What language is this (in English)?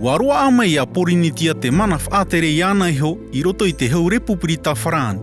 Tahitian